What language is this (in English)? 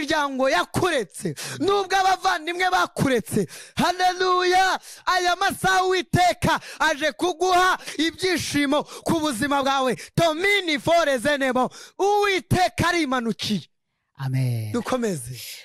Kinyarwanda